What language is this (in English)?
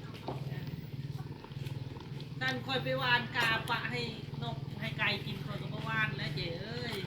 Lao